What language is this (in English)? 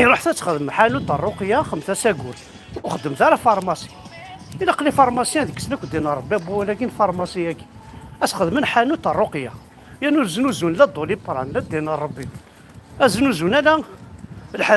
Kabyle